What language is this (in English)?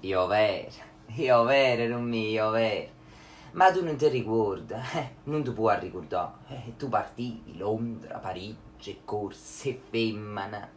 Neapolitan